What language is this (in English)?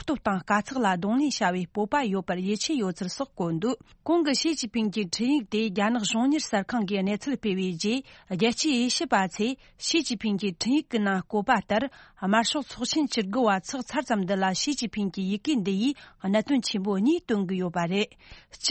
Tibetan